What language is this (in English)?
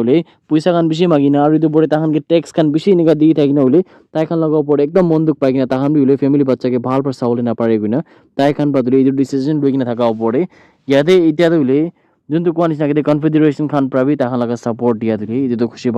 Naga Pidgin